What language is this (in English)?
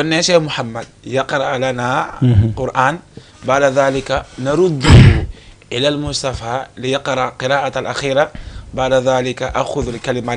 Fula